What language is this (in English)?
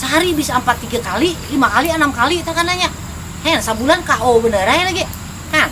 Banjar